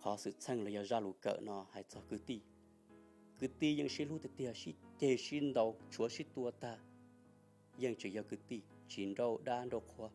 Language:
Hmong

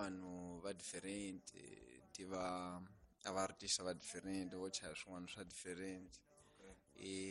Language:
Tsonga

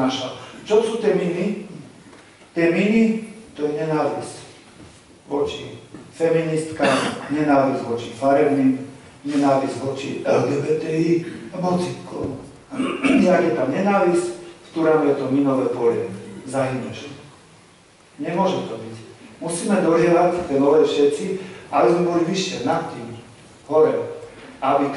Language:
Slovak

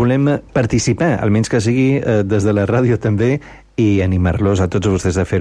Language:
Catalan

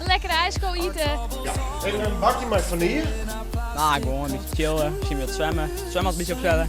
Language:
Western Frisian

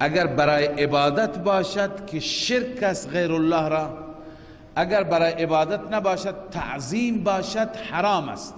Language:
Persian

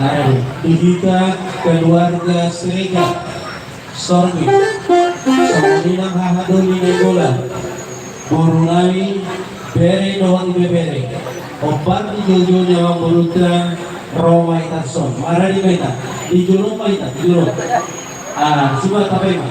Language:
Batak Toba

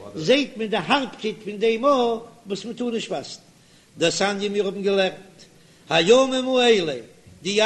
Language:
Yiddish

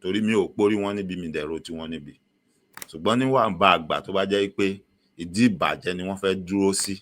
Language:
Yoruba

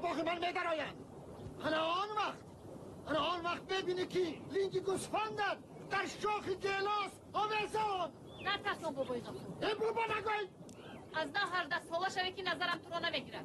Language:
Tajik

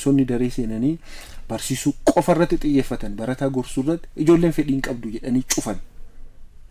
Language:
Oromo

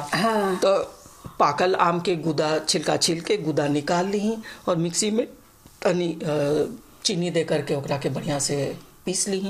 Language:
Bhojpuri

